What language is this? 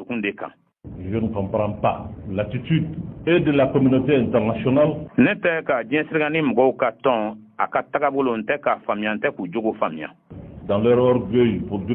Bambara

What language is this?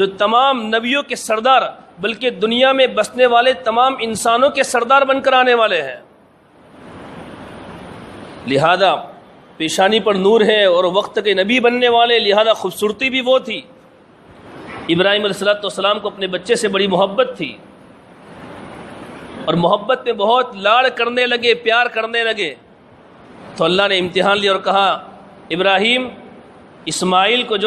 Urdu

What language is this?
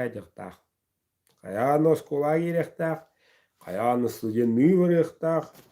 Yakut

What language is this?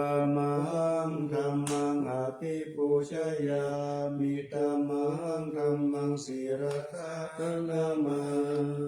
Pali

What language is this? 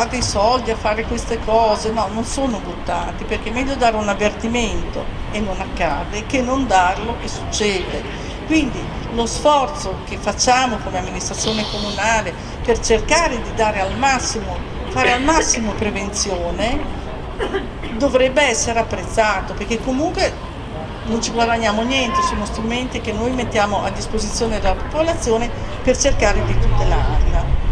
Italian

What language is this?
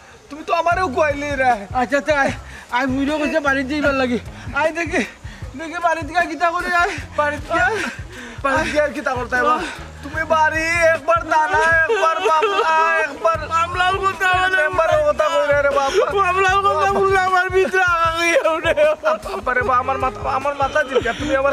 Sylheti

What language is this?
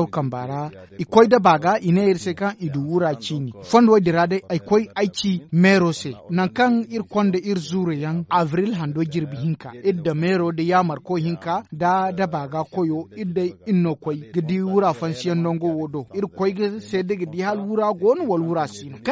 Zarma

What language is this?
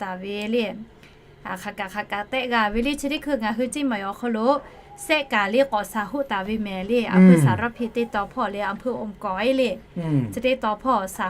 Lahu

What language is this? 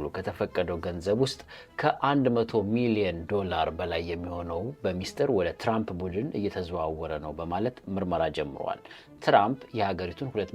Amharic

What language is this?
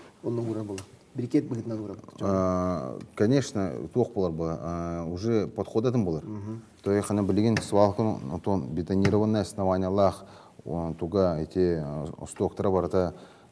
Yakut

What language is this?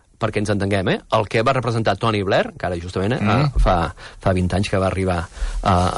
Catalan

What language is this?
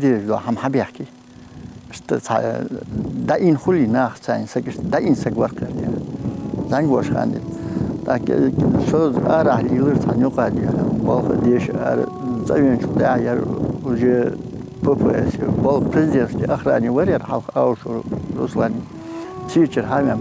Ingush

